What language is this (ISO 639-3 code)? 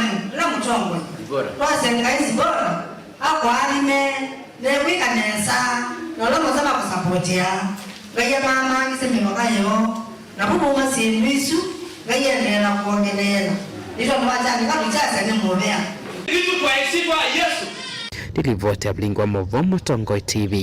kam